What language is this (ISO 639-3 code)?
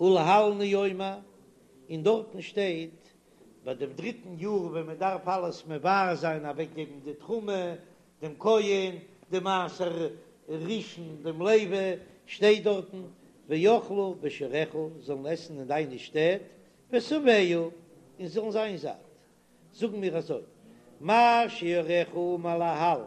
yid